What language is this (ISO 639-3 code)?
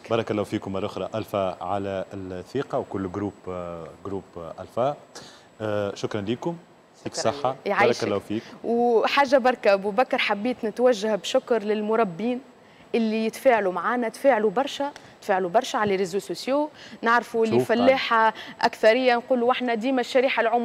aeb